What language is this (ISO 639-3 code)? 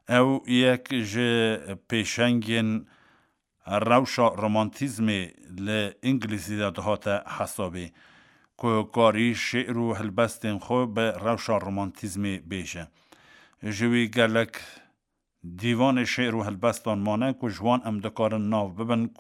kur